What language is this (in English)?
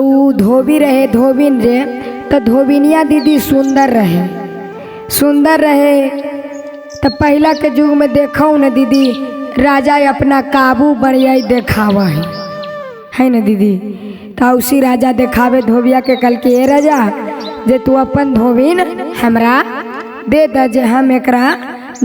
Magahi